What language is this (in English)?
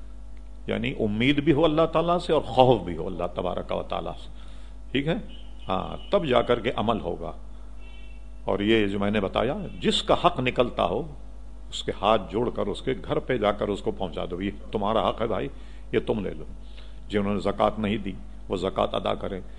Urdu